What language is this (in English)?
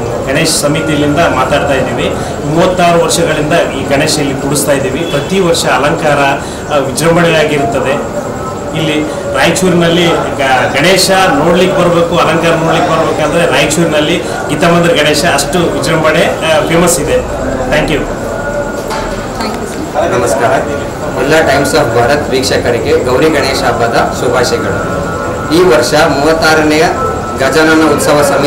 Kannada